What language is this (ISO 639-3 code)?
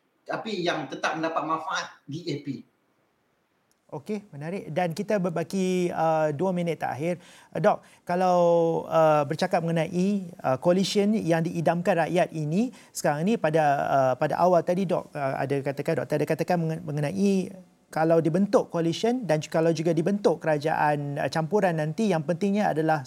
msa